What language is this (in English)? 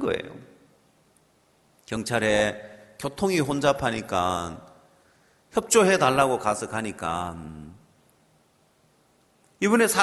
Korean